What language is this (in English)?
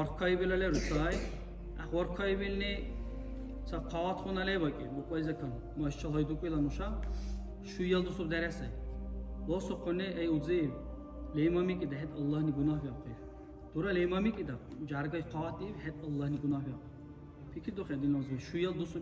Dargwa